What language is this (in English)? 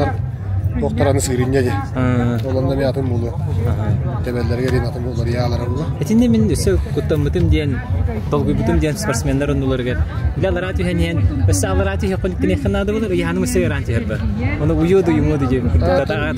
Yakut